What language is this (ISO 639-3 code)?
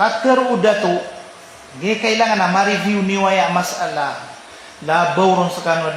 mrw